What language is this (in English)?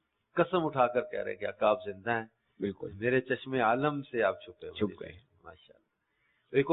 Urdu